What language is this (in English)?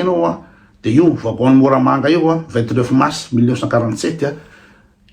Malagasy